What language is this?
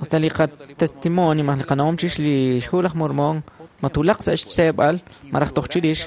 Kekchí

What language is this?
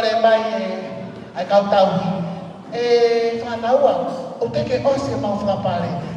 Tongan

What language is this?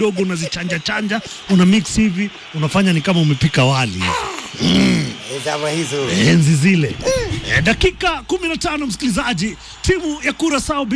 Swahili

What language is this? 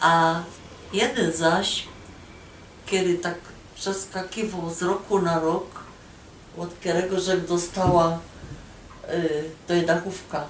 Silesian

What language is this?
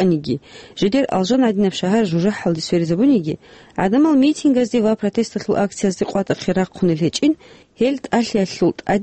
Avaric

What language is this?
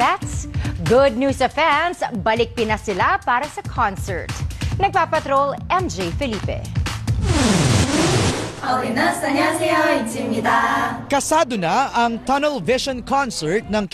Filipino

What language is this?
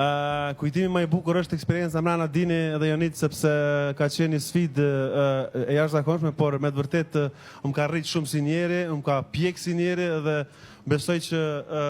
Albanian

